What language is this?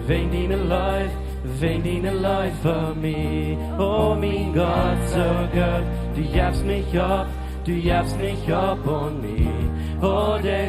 Plautdietsch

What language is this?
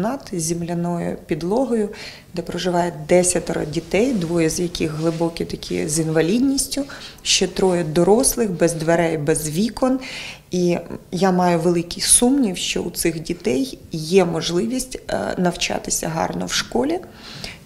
Ukrainian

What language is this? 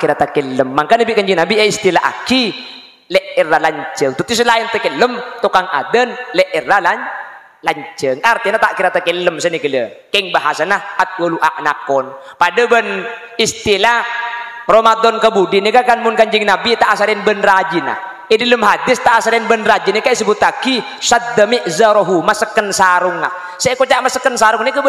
Madurese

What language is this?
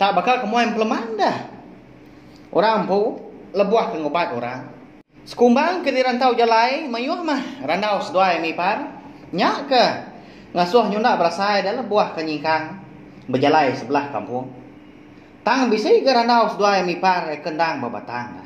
Iban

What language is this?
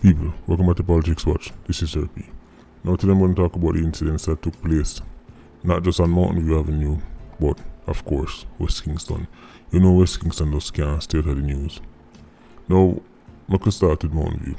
Jamaican Creole English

